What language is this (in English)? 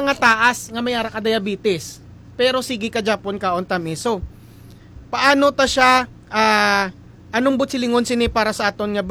Hiligaynon